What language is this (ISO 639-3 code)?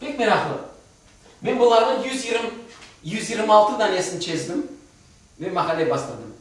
crh